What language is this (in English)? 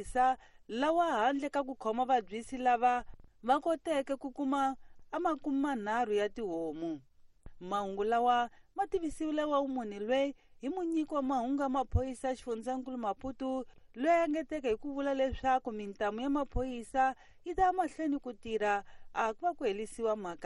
Tsonga